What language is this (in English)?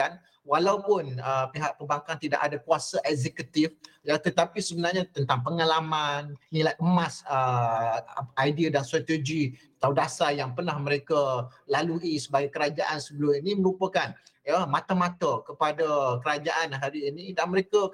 Malay